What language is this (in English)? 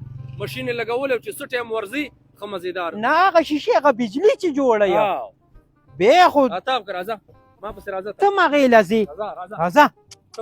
Pashto